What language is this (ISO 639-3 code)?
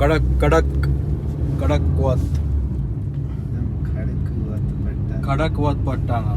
kok